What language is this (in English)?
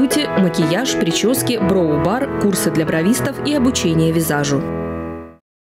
Russian